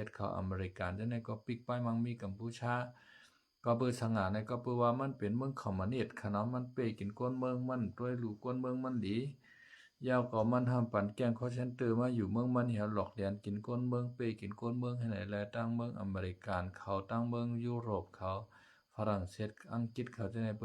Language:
Shan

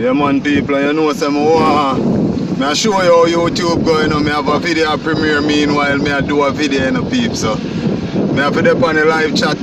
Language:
Jamaican Creole English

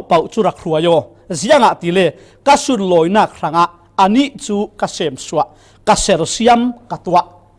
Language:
Falam Chin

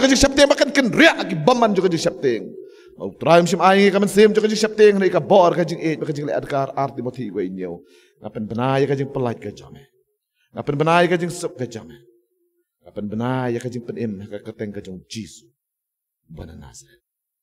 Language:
Khasi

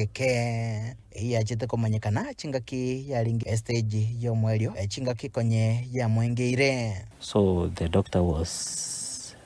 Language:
Gusii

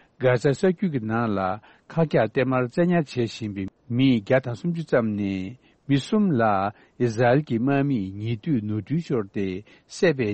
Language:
Tibetan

